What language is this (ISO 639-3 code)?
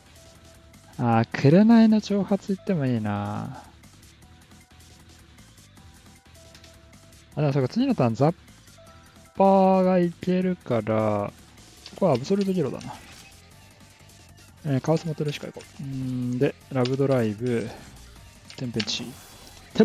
jpn